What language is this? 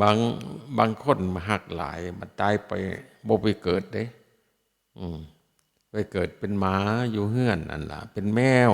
Northeastern Thai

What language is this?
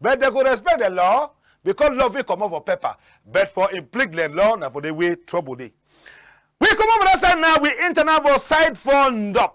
Cameroon Pidgin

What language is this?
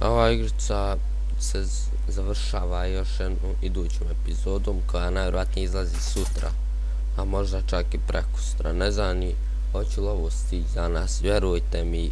Bosnian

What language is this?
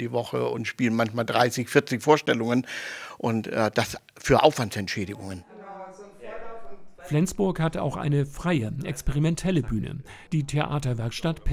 German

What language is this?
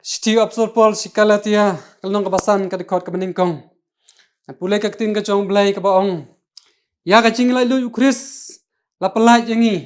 Khasi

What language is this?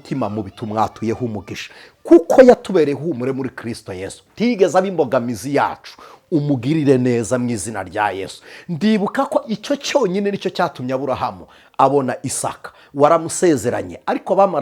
Kinyarwanda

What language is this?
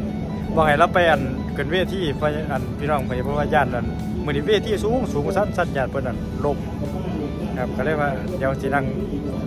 Thai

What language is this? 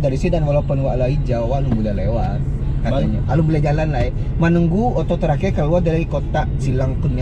Minangkabau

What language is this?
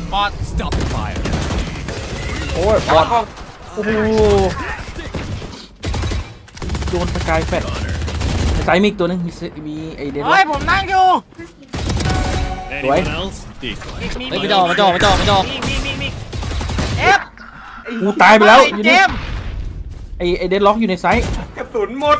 Thai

